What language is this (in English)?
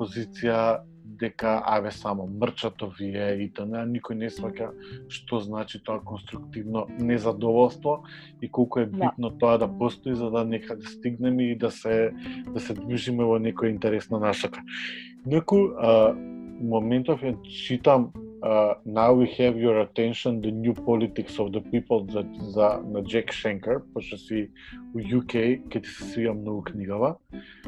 Macedonian